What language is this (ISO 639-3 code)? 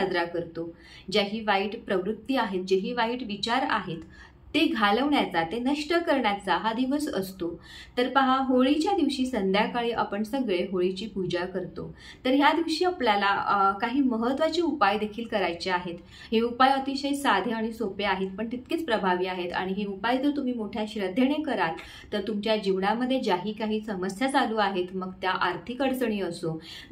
mar